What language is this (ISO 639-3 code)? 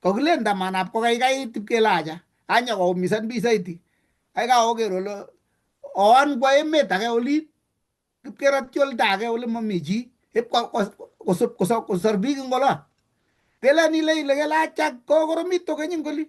kln